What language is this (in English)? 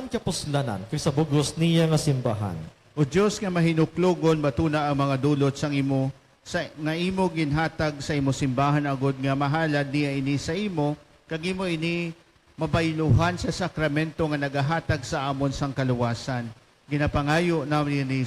Hiligaynon